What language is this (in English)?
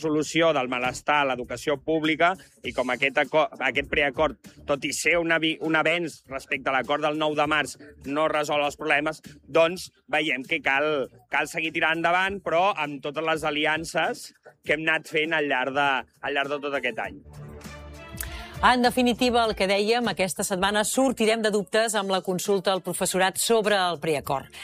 Catalan